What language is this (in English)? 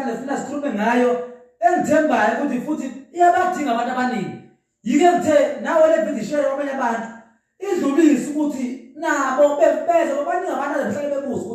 Zulu